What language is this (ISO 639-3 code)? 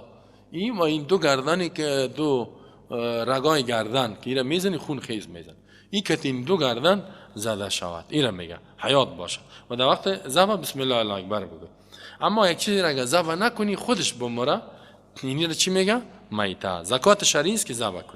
fas